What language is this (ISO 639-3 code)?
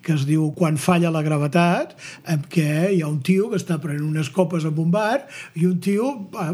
cat